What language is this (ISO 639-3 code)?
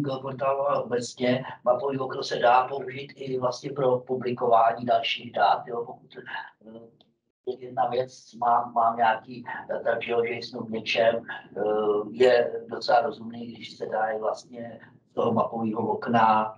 ces